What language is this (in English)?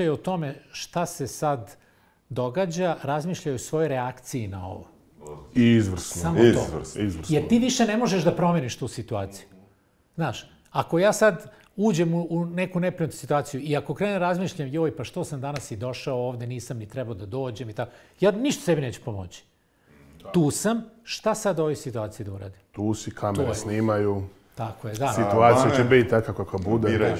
Serbian